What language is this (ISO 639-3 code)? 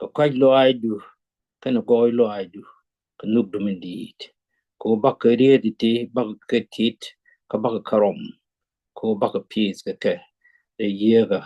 nus